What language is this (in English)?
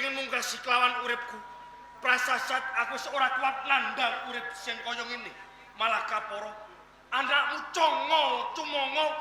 Javanese